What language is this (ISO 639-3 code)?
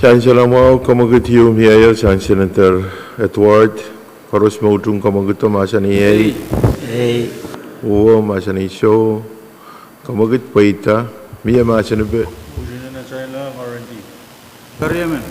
pon